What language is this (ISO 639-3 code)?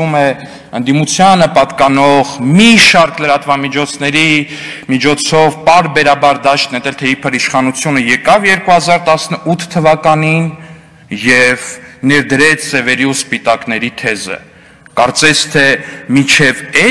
hye